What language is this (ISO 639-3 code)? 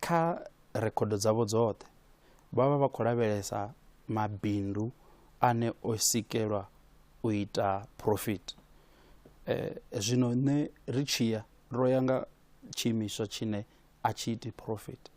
ven